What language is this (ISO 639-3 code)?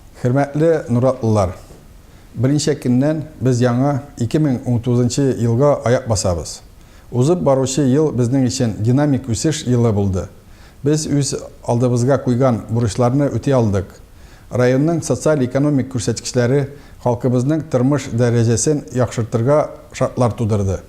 tat